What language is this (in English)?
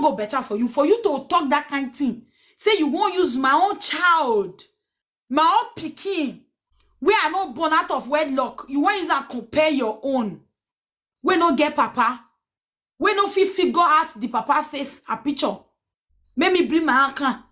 Nigerian Pidgin